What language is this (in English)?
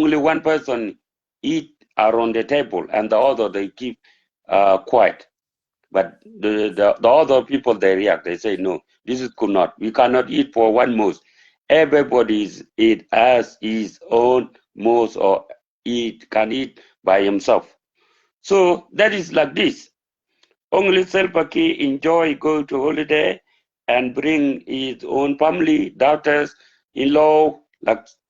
Nuer